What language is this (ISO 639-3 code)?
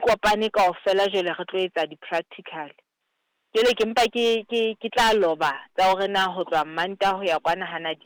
sot